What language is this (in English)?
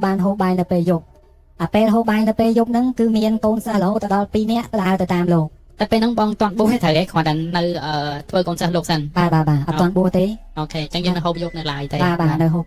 Khmer